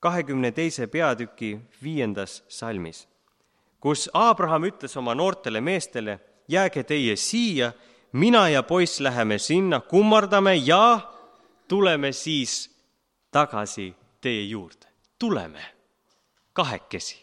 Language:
Estonian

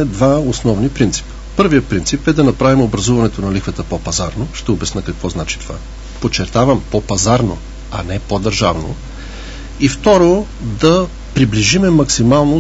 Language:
Bulgarian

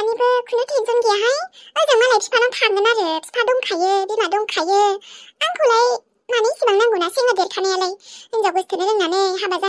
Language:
Bodo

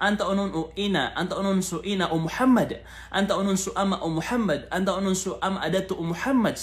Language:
Maranao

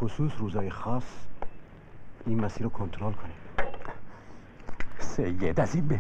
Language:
Persian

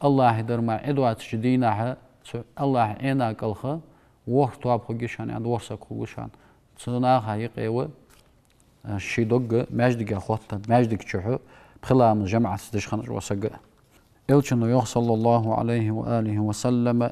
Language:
Ingush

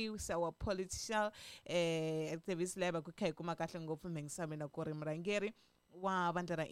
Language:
Tsonga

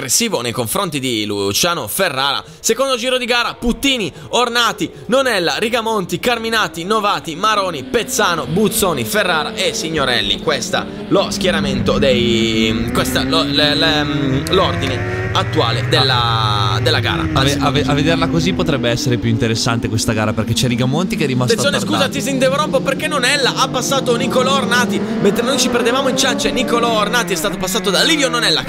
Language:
Italian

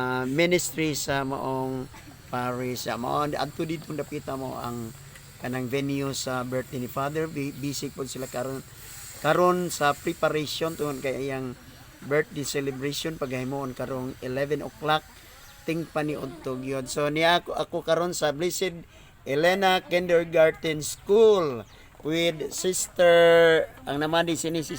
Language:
Cebuano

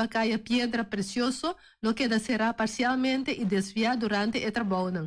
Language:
Papiamento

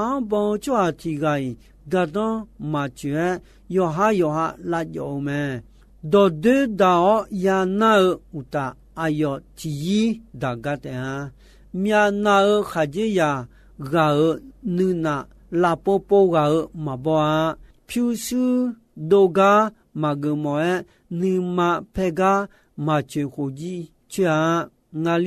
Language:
Akha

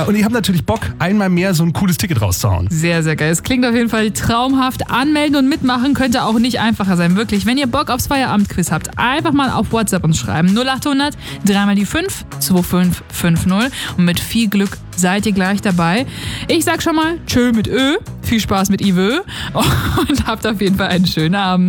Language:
German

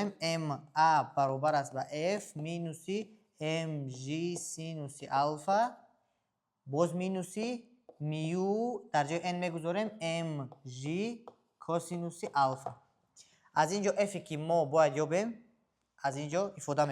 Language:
Tajik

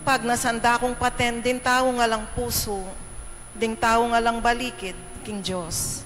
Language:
Pampanga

